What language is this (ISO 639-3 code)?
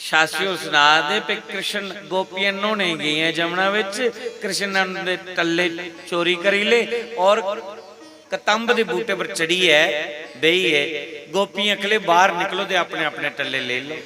doi